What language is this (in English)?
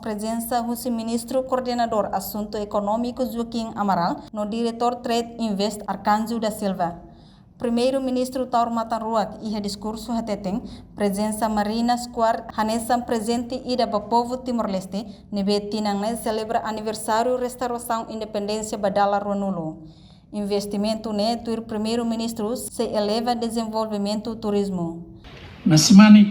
Tetum